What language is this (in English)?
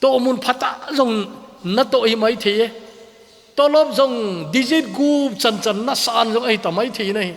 Thado Chin